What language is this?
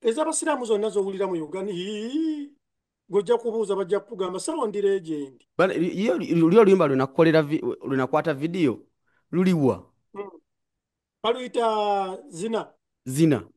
Ganda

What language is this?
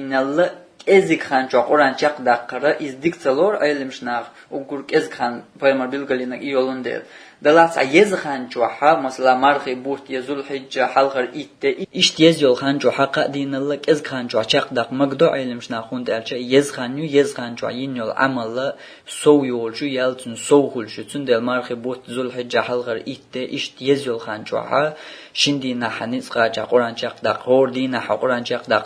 Chechen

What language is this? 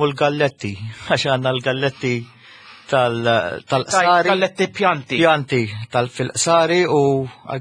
Maltese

